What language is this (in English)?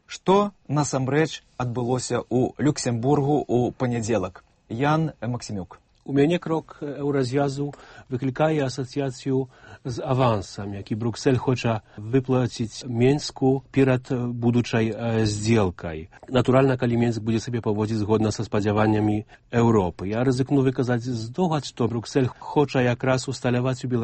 Belarusian